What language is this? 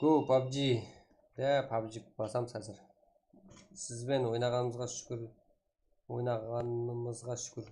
Kara-Kalpak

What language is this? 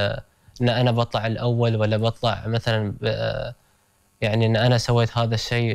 Gulf Arabic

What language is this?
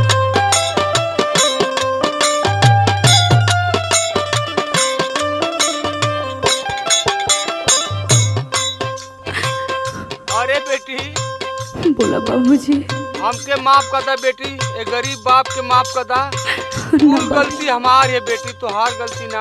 Bhojpuri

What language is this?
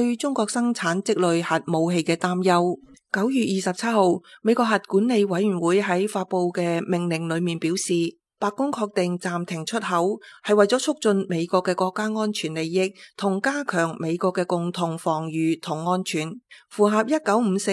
Cantonese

